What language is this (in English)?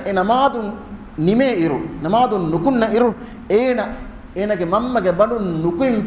Divehi